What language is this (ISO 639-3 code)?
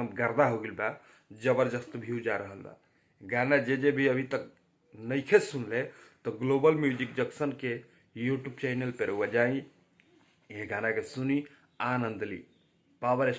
bho